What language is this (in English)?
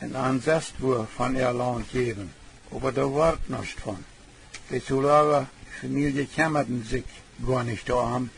Plautdietsch